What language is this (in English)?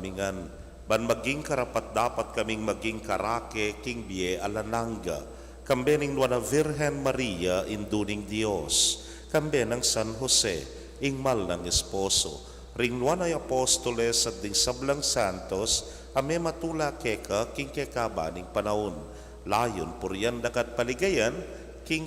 Pampanga